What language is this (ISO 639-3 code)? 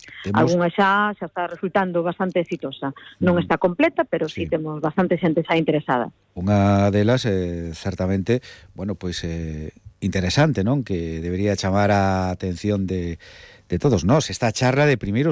glg